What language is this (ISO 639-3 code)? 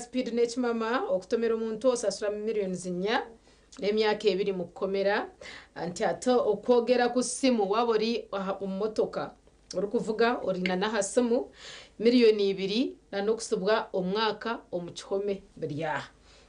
nyn